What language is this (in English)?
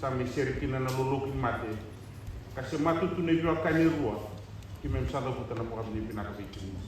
Fijian